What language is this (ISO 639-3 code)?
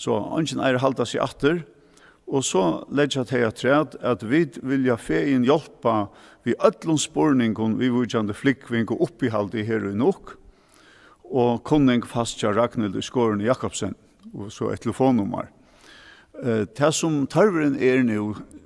fao